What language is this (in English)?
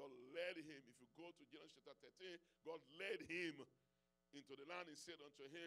English